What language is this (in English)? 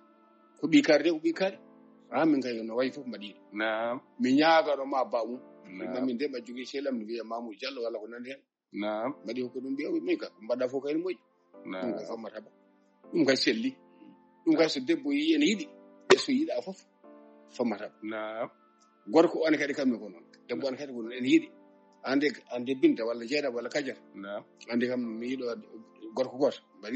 Fula